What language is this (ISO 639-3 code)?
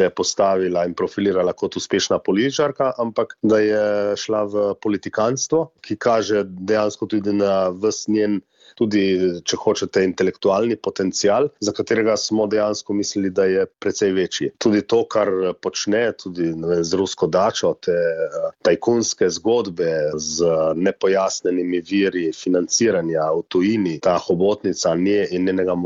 slv